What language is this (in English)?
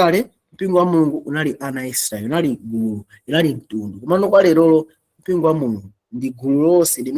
Nyanja